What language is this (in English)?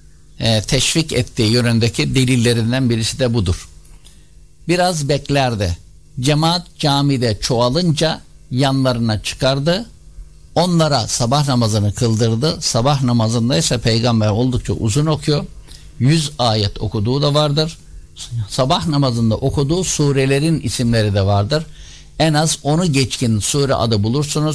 Turkish